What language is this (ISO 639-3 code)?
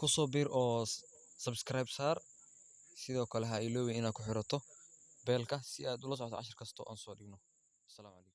som